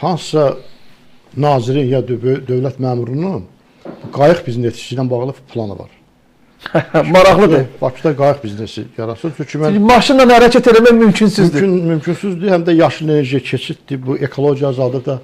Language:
Azerbaijani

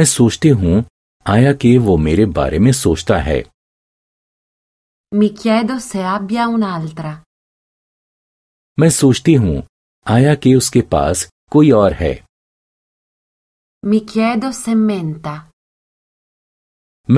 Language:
Hindi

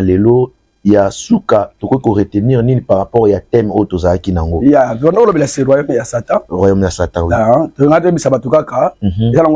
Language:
Lingala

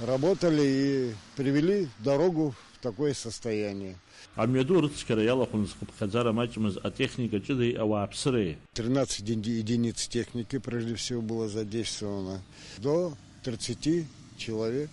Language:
Abkhazian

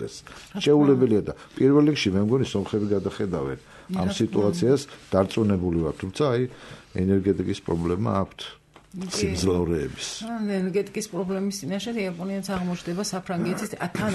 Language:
Georgian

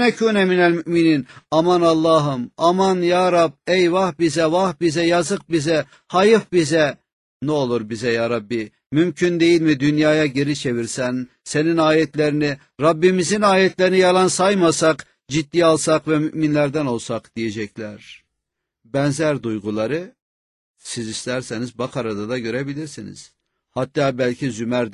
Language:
Turkish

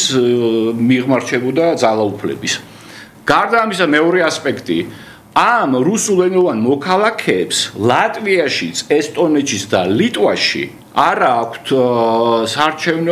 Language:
Georgian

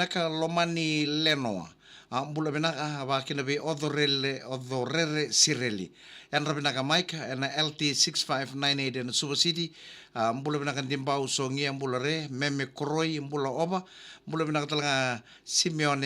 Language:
Fijian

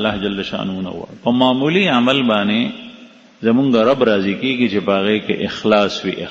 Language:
Pashto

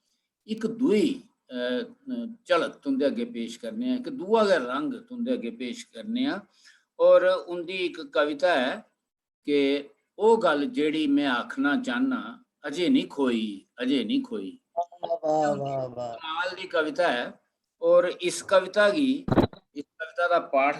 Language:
Dogri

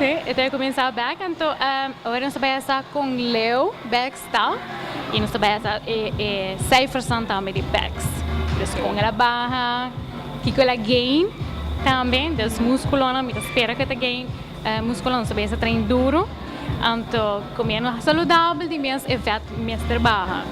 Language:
Papiamento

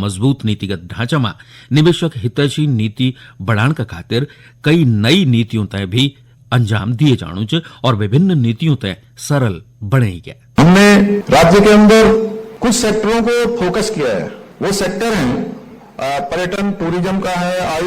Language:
Garhwali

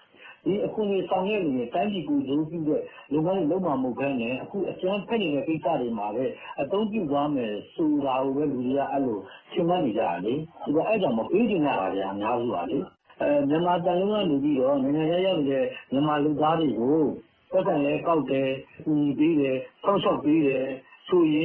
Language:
Burmese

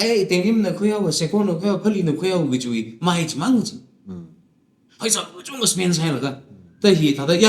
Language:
Tangkhul Naga (India)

